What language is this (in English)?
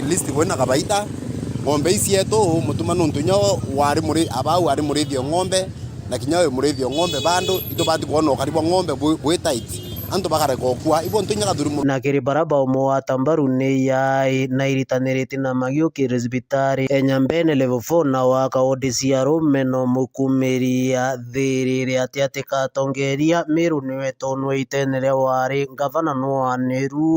Meru